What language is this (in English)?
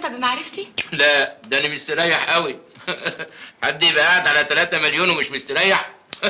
Egyptian Arabic